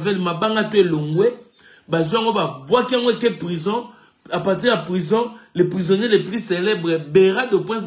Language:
Lingala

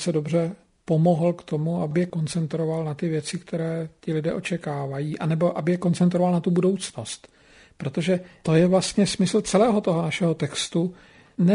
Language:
Czech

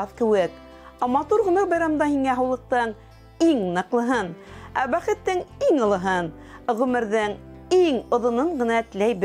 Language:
Bashkir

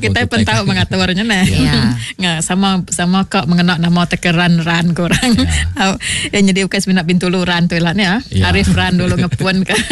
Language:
Iban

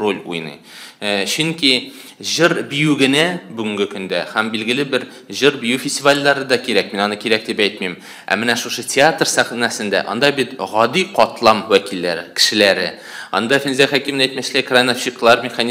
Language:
Tatar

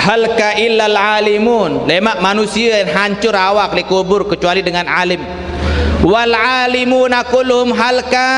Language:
Sasak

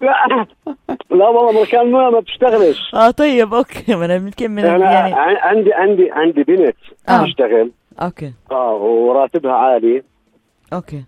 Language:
North Levantine Arabic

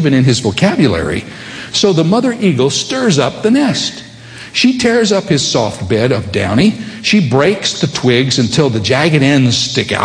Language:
English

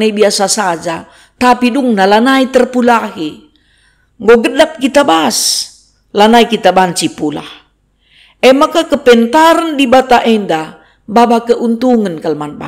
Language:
Batak Karo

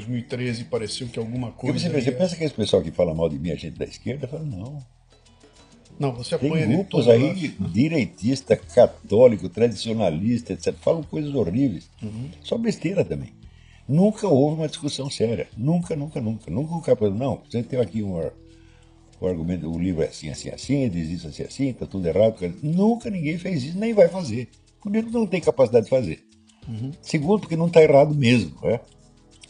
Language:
Portuguese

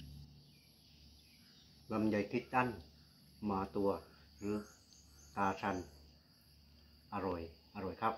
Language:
Thai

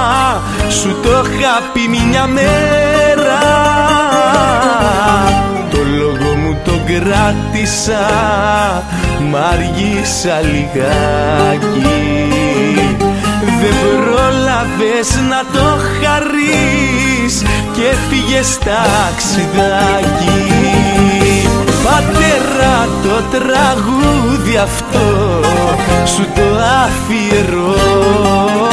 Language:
Greek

